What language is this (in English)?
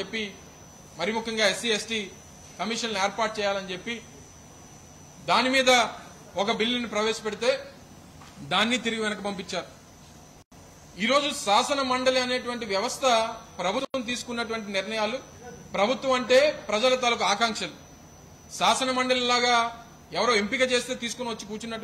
Telugu